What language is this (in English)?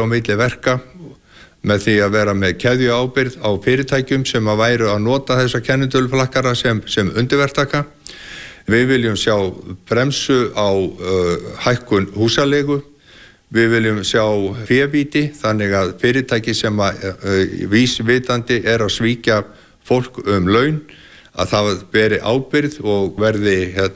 Icelandic